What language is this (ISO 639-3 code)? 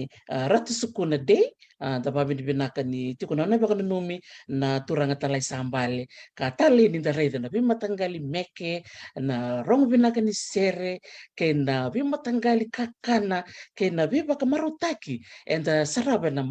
fij